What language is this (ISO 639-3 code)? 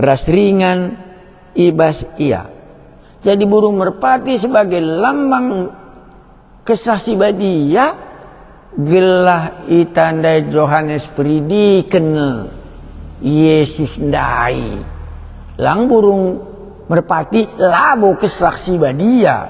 btx